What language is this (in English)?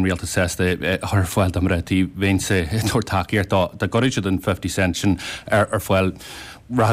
Irish